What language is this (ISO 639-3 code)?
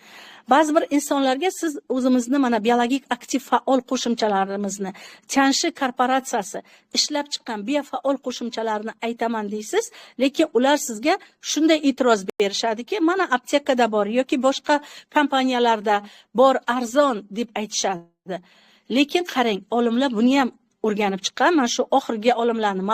uzb